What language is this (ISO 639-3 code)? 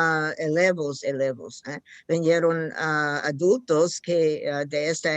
lad